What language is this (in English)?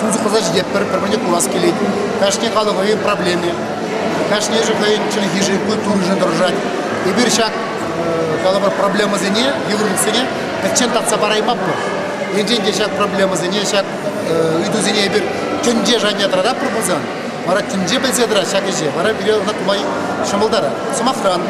Chuvash